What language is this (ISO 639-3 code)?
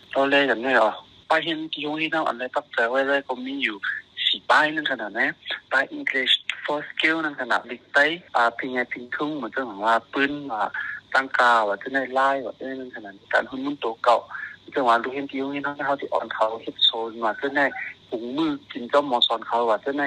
shn